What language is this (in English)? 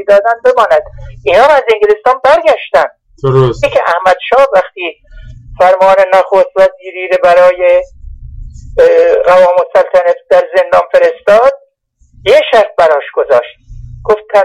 Persian